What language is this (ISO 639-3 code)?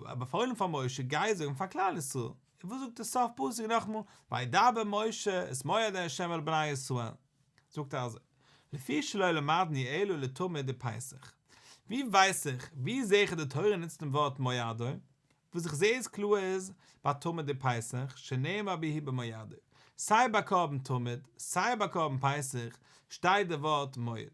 yid